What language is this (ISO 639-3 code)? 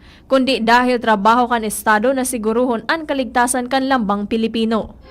bik